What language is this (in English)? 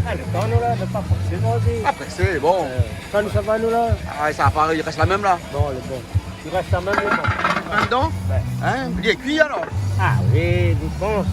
Réunion Creole French